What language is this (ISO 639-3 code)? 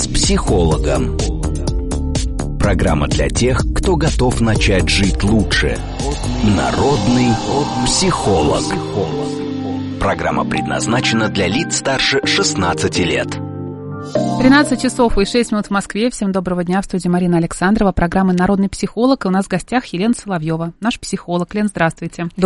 rus